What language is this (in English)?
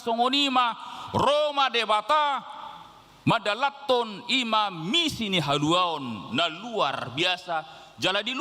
Batak Toba